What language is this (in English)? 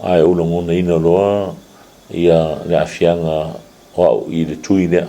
Samoan